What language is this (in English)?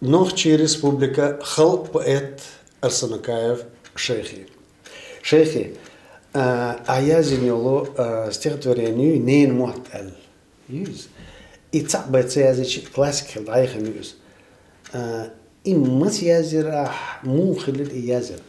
Chechen